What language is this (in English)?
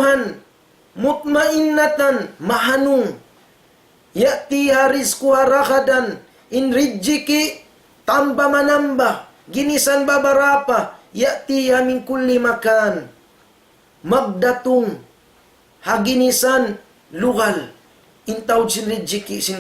Tausug